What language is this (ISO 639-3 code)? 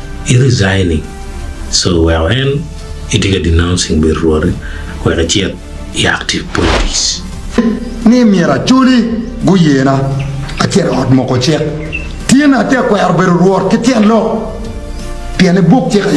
ach